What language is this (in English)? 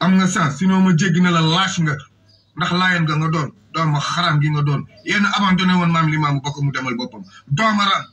Wolof